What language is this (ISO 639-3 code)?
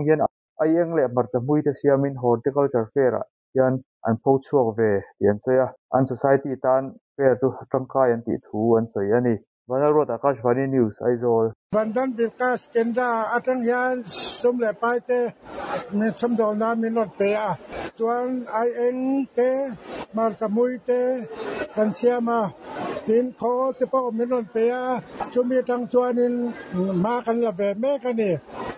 lus